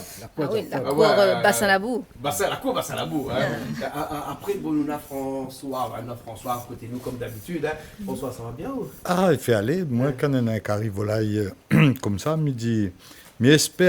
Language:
Réunion Creole French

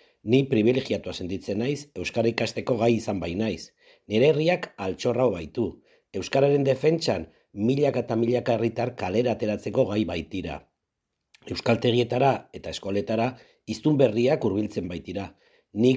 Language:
Basque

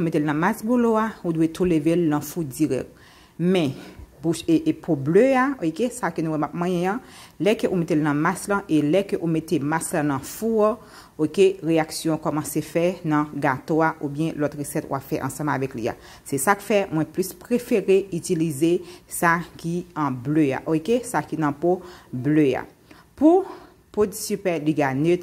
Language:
Haitian Creole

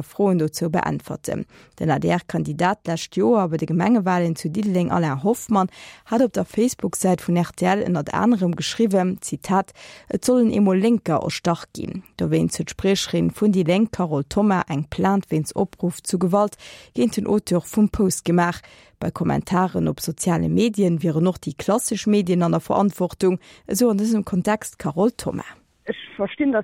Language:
Luxembourgish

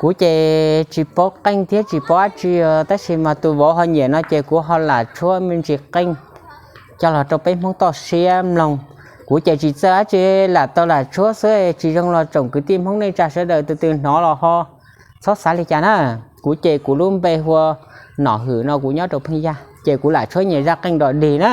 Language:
Hmong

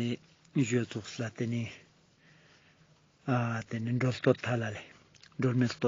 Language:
Ladakhi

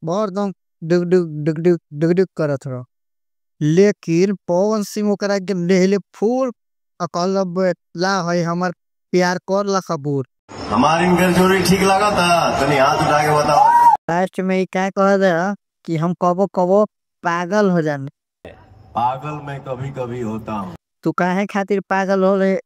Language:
Bhojpuri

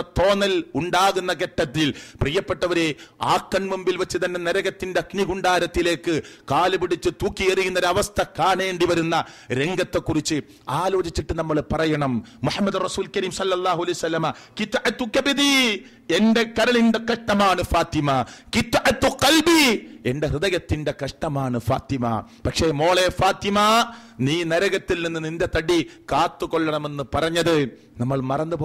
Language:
Malayalam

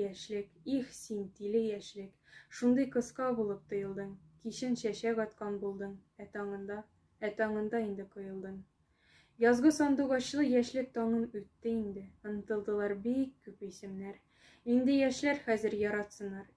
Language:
Tatar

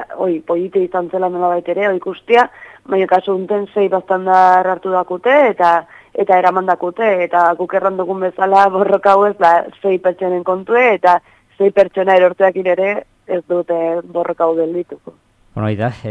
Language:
Basque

